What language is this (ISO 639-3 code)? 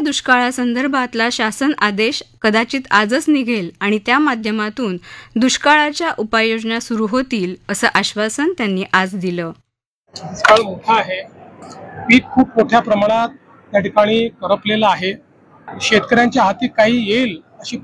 mar